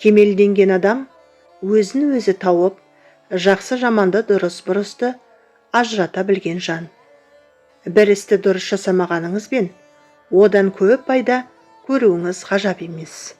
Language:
Kazakh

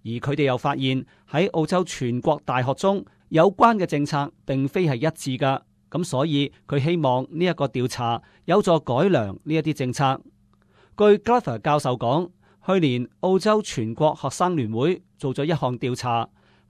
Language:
Cantonese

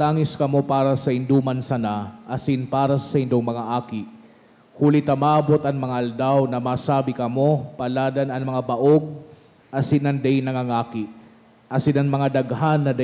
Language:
Bikol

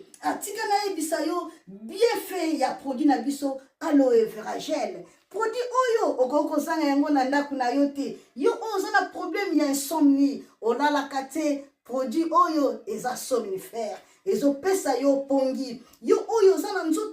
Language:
Lingala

